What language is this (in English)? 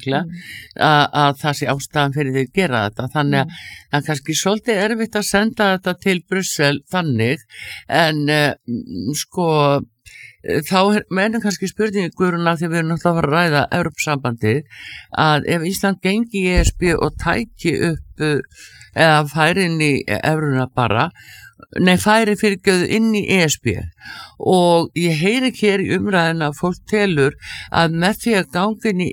Icelandic